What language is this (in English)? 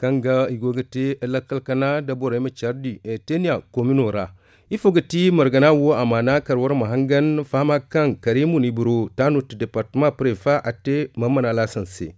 Zarma